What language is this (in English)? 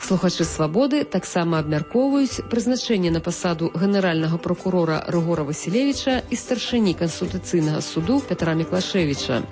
Belarusian